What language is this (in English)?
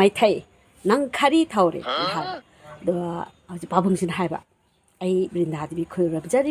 Manipuri